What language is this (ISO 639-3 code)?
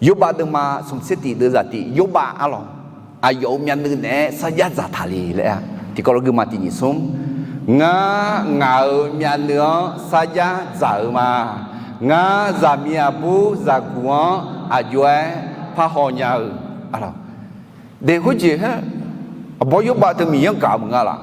ahk